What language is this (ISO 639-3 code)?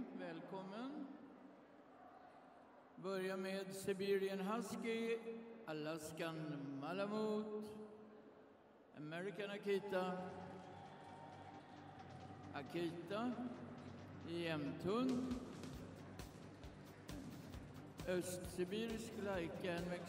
swe